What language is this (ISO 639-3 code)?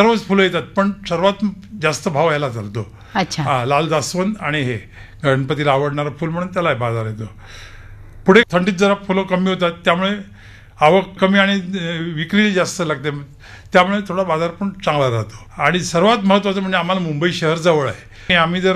mar